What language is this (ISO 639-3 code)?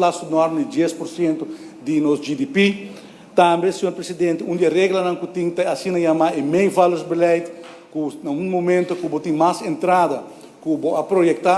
pap